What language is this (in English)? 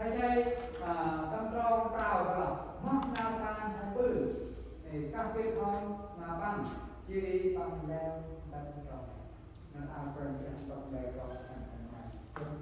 Central Mnong